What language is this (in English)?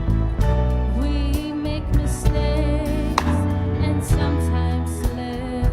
Samoan